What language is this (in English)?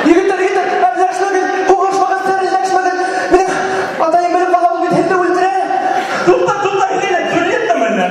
Bashkir